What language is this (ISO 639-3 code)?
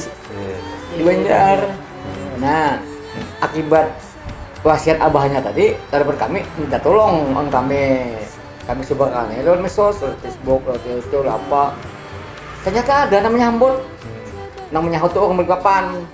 bjn